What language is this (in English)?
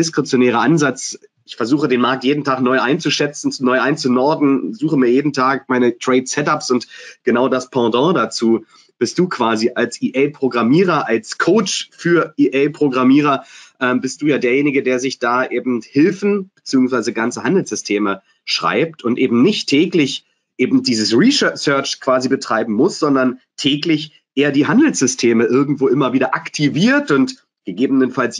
German